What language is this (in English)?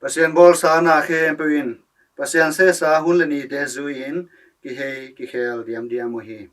Tedim Chin